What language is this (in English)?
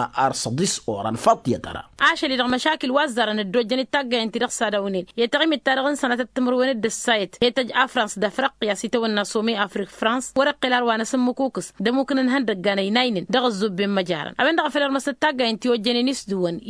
Tamasheq